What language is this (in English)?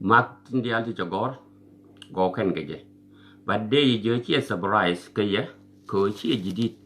Nuer